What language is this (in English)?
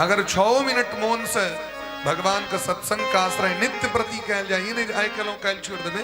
Maithili